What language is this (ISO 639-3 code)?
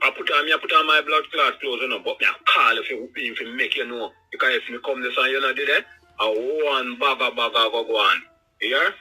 jam